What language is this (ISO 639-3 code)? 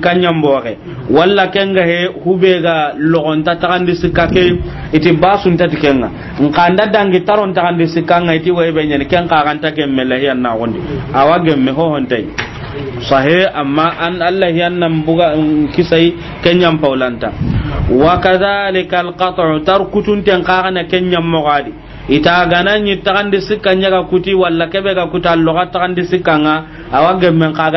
snk